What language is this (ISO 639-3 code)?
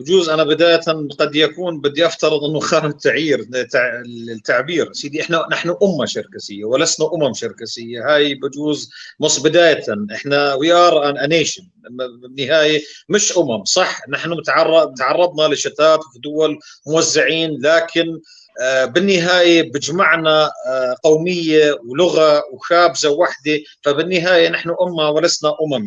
apc